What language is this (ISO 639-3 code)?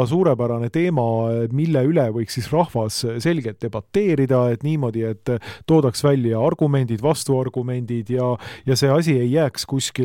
est